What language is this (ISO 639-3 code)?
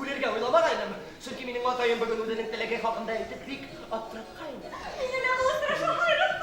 bak